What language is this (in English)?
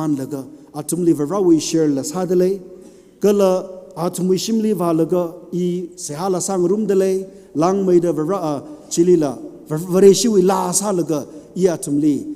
Tangkhul Naga (India)